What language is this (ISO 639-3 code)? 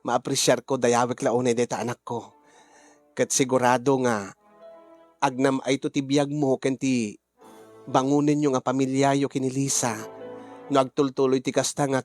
ilo